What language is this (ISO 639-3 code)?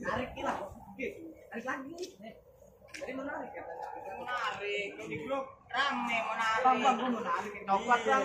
bew